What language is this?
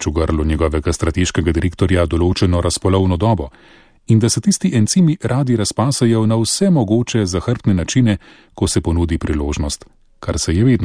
Slovenian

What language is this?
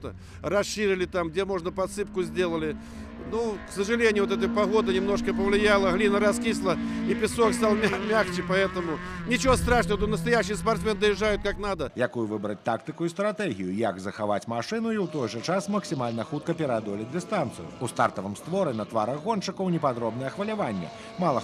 Belarusian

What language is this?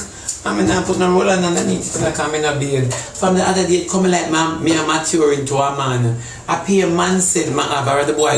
Jamaican Creole English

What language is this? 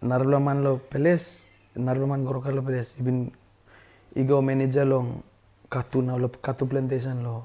Tok Pisin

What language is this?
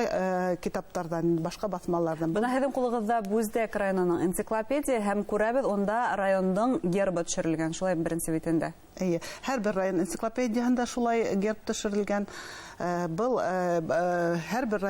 Bashkir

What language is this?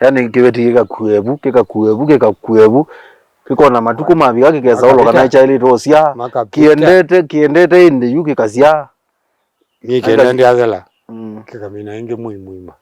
Kamba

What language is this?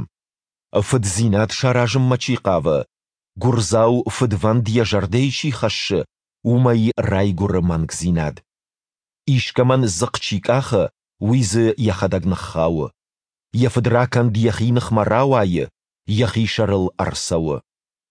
Ossetic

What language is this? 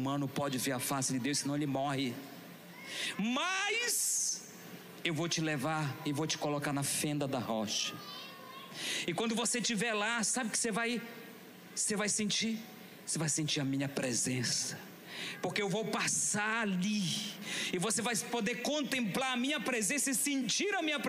Portuguese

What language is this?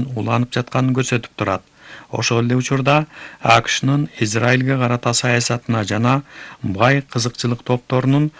Kyrgyz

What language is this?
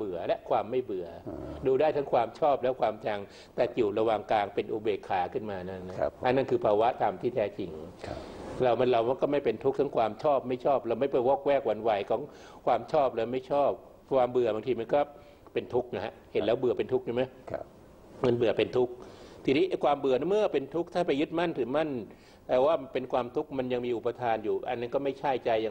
Thai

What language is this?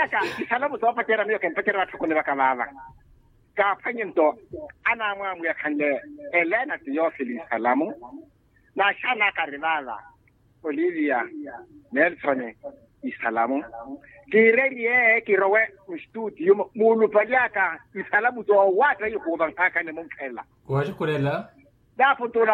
Makhuwa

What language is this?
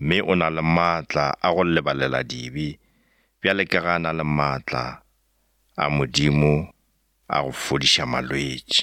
Northern Sotho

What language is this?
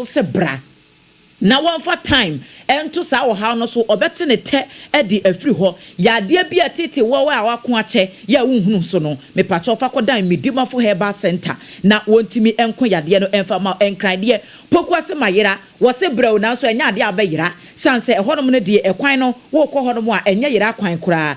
Akan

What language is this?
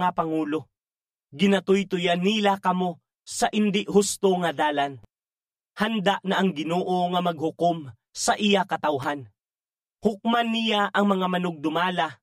Hiligaynon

